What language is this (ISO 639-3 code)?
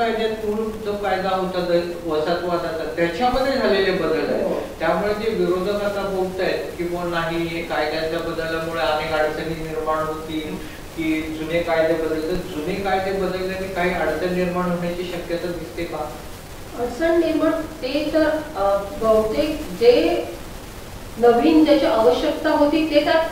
mar